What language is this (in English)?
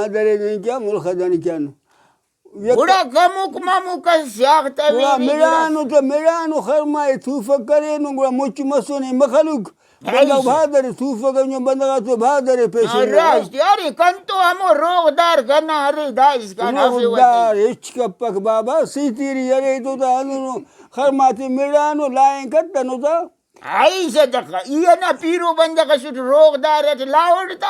Brahui